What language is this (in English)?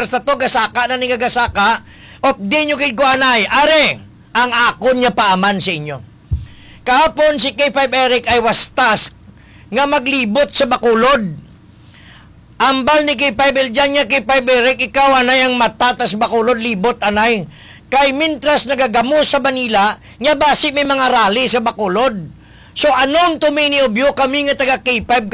Hiligaynon